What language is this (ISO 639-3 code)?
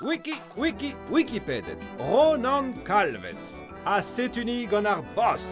bre